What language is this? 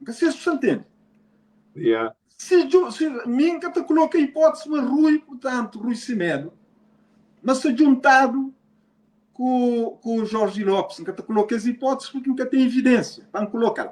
Kabuverdianu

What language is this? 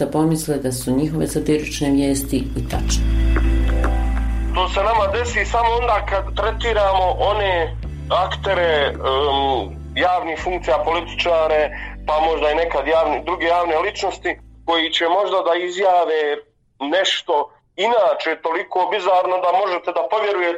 Bosnian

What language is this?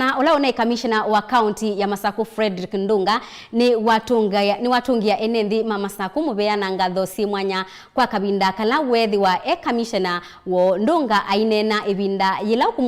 Kamba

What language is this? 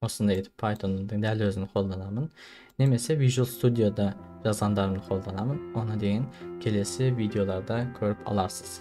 Kazakh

